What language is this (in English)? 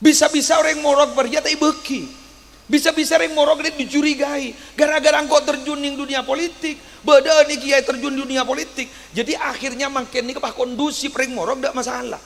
Madurese